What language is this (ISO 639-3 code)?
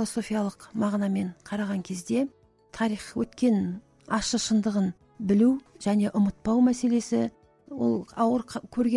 kaz